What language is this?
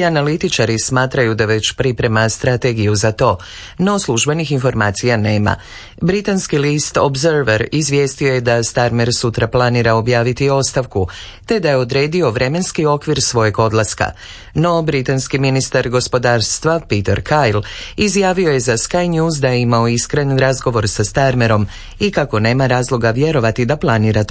Croatian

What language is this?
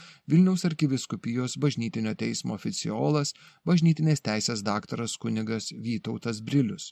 Lithuanian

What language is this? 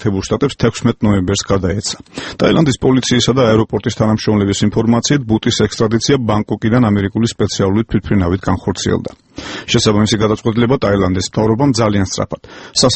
Georgian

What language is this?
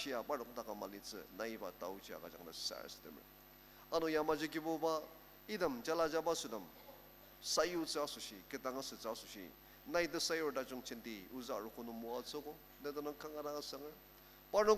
Ao Naga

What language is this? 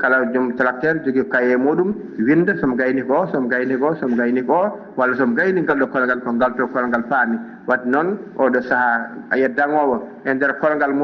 Fula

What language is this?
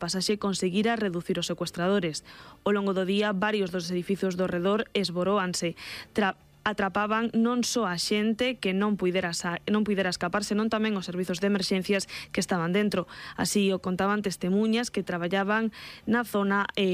Galician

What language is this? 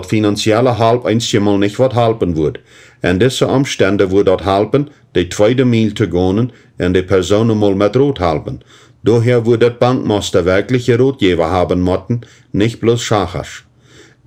Plautdietsch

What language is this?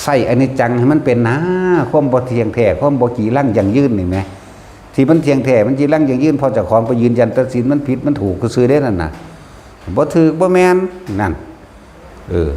Northeastern Thai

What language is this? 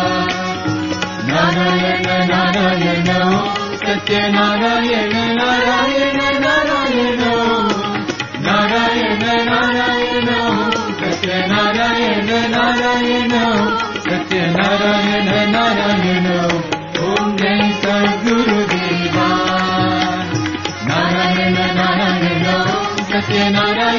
Telugu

